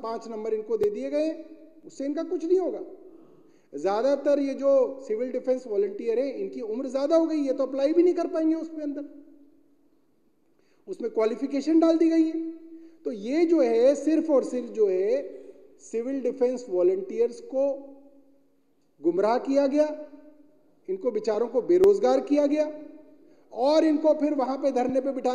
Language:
Hindi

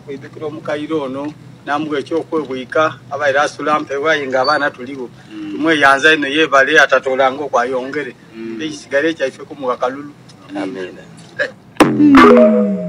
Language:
Ganda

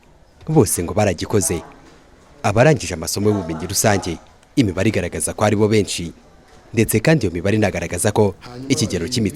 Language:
Kinyarwanda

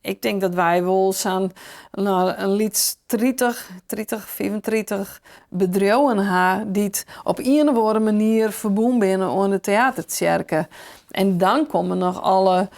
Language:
Western Frisian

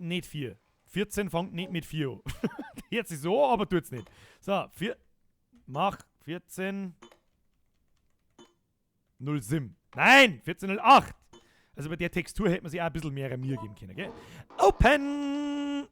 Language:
Bavarian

